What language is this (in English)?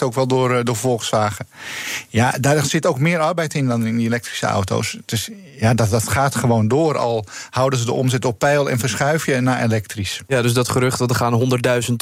Dutch